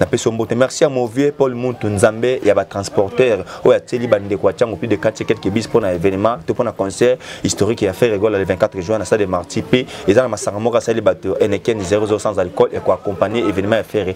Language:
Lingala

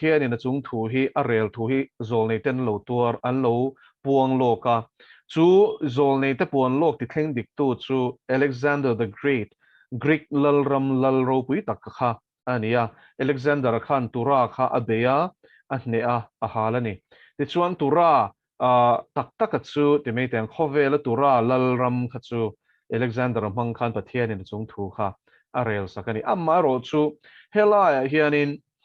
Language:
Mizo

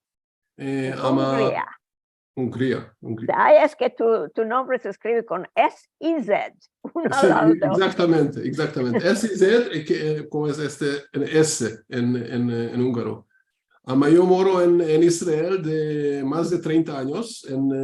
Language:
Ladino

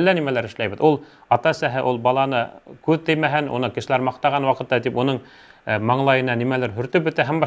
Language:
Bashkir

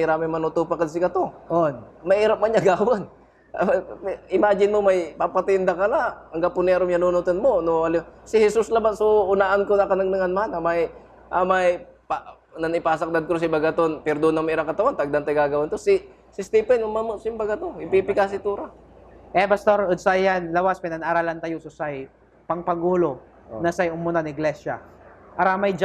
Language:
Pangasinan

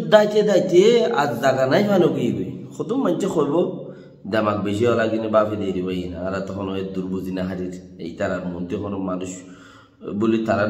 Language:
Rohingya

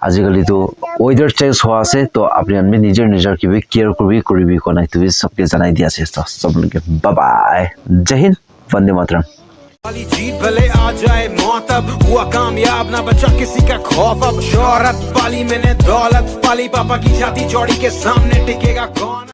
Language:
Naga Pidgin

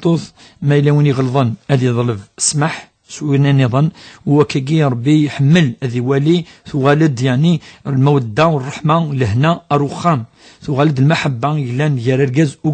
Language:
Kabyle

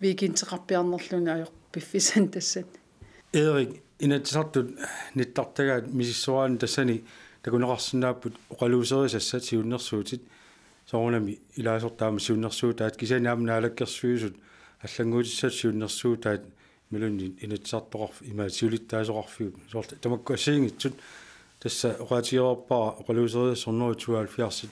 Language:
Kalaallisut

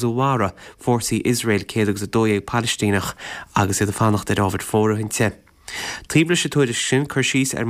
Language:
Irish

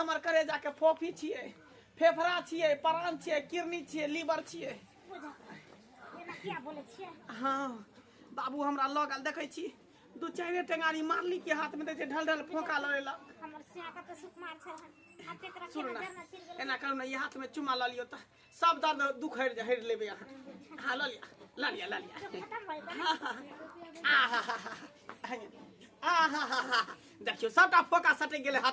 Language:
Maithili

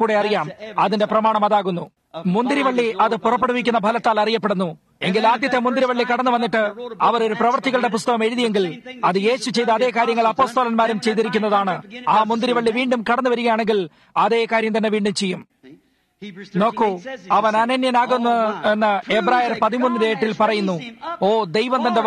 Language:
Malayalam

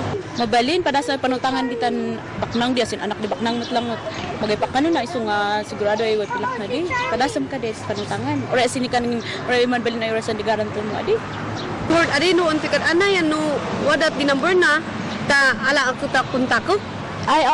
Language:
Kankanaey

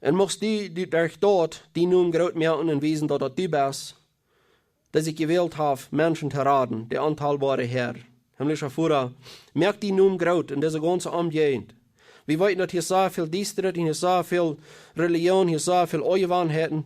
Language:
Plautdietsch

